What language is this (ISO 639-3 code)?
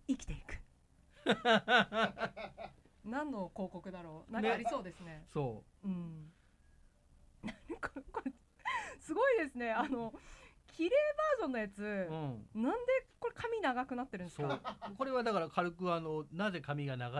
jpn